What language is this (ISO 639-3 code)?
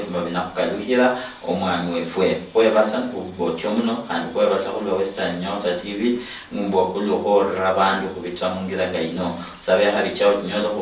luy